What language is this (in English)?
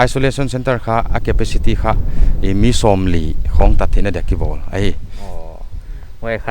Paite Chin